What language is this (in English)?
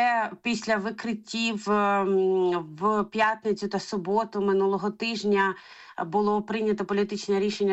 Ukrainian